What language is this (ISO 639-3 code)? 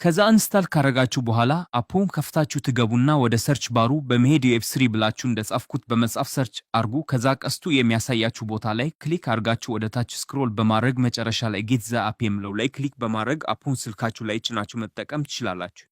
amh